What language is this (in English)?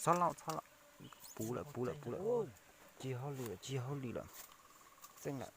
Hmong